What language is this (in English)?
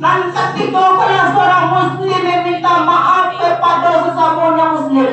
Minangkabau